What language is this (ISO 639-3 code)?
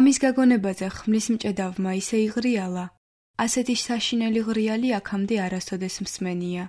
kat